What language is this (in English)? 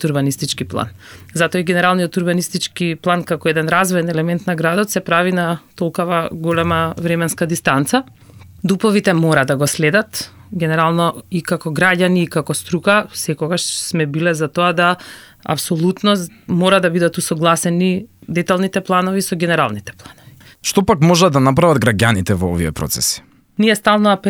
Macedonian